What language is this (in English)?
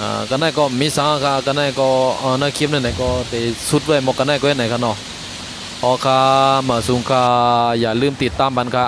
Shan